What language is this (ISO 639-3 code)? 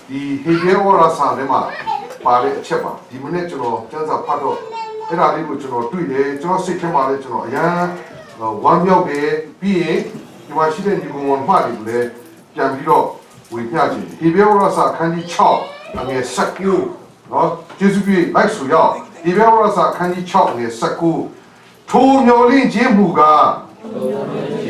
mya